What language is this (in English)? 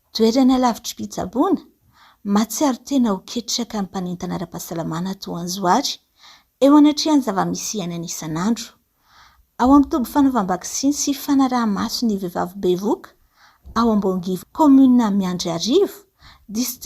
Malagasy